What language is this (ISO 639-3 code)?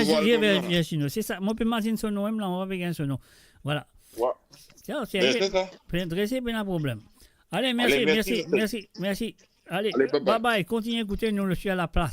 mfe